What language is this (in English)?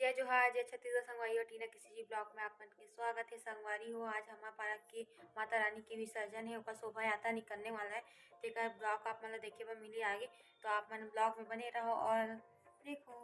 Chhattisgarhi